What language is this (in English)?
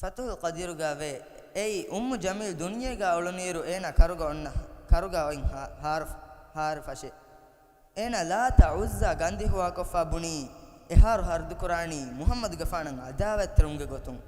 Divehi